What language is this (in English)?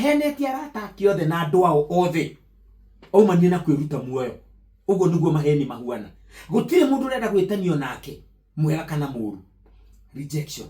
Kikuyu